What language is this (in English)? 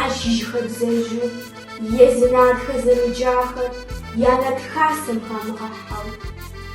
Kabardian